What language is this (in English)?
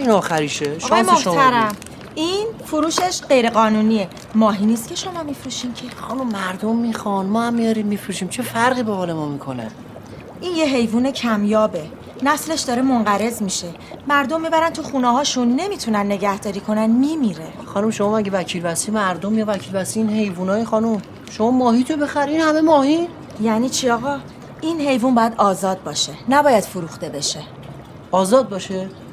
Persian